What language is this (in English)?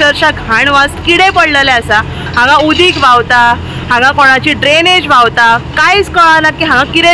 Konkani